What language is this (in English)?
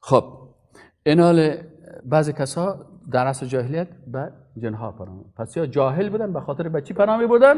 Persian